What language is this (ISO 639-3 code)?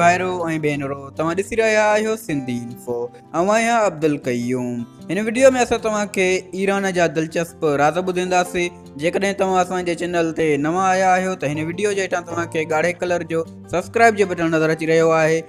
snd